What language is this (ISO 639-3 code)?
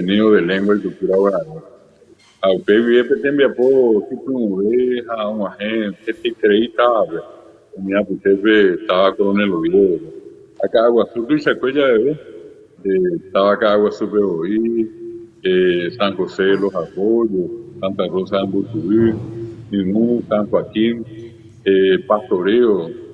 grn